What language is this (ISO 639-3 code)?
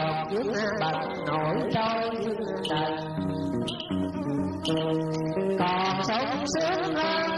vie